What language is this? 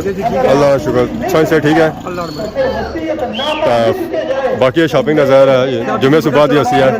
Pahari-Potwari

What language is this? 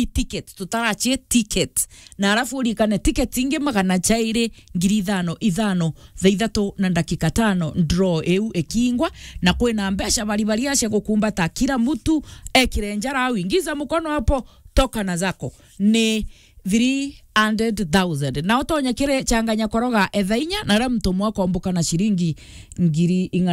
Meru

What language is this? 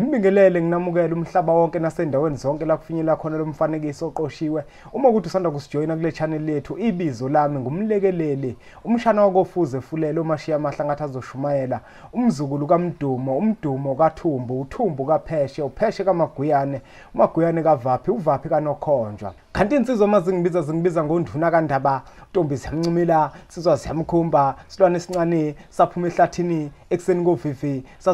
Zulu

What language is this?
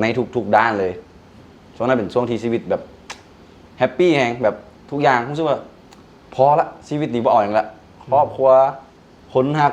Lao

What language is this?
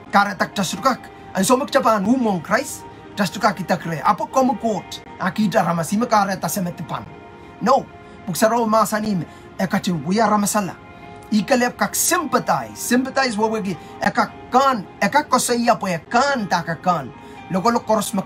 Pohnpeian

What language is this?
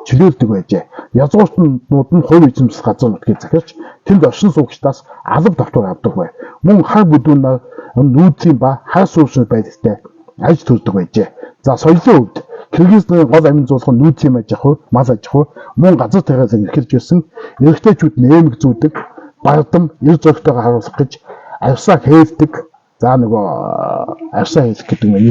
Mongolian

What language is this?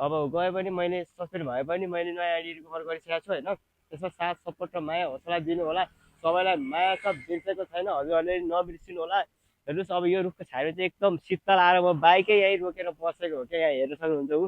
Nepali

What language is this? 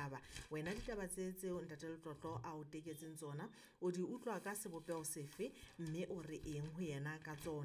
Southern Sotho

